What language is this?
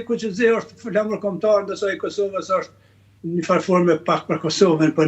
Albanian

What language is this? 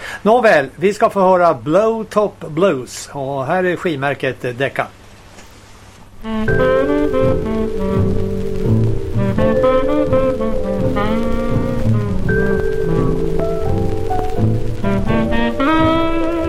Swedish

